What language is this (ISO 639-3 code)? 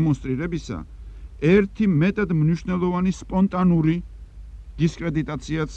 kat